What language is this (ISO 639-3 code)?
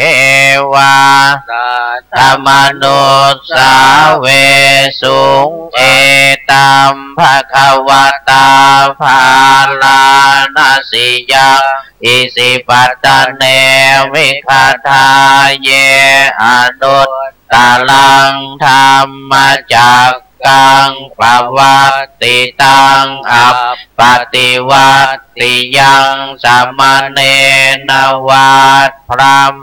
pli